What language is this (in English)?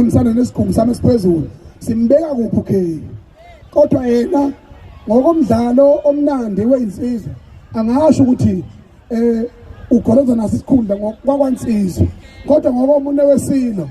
Zulu